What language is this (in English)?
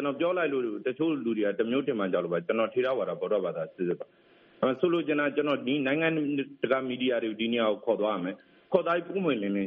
Burmese